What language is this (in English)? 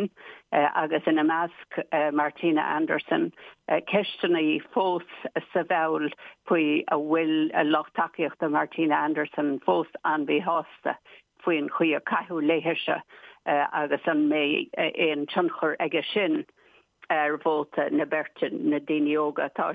Irish